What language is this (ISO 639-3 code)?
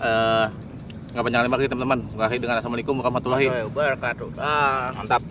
bew